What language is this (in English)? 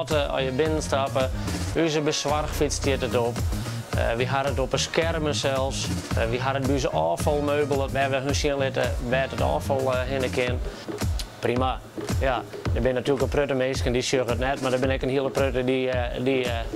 Western Frisian